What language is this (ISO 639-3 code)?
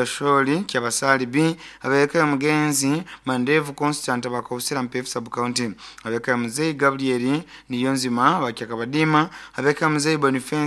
nyo